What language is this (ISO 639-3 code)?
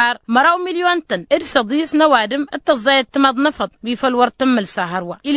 taq